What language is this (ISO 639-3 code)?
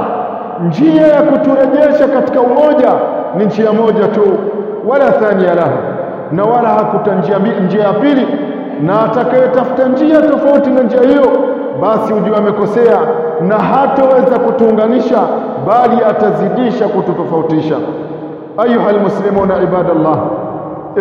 swa